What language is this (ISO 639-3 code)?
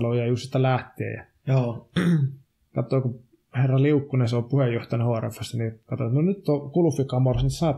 fin